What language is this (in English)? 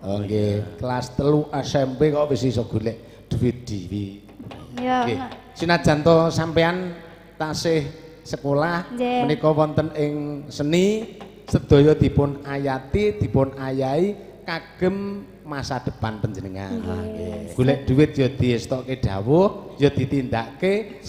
Javanese